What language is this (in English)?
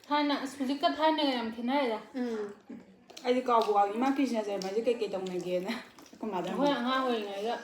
Manipuri